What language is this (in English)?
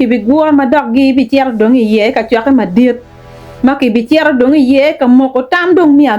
Acoli